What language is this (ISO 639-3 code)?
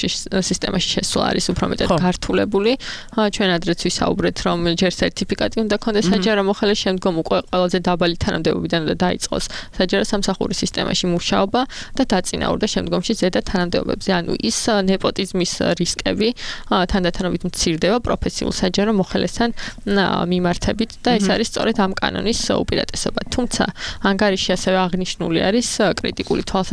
kat